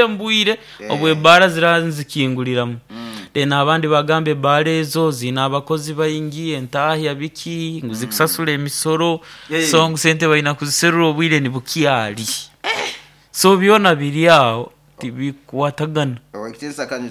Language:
Nyoro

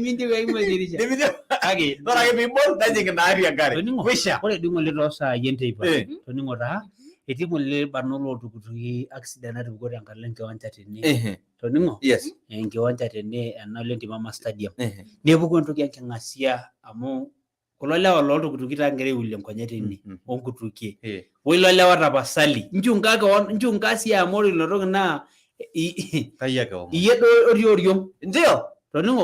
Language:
Masai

